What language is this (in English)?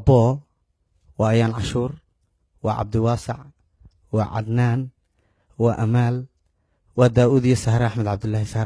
Somali